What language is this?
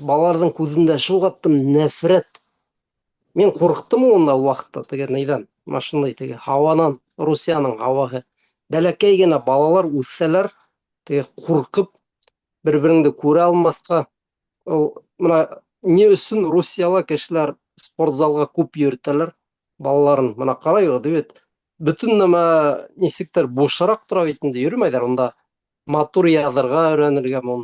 Bashkir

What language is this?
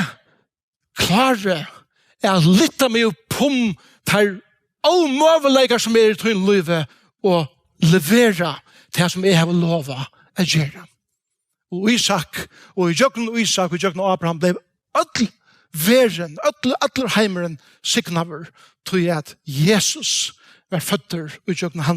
Faroese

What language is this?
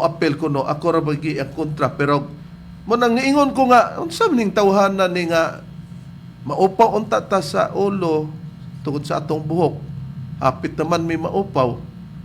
Cebuano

